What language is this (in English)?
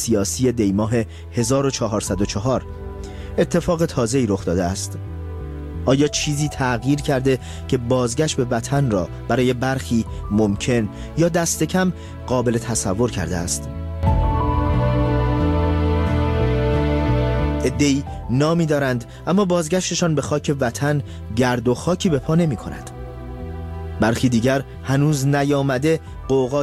Persian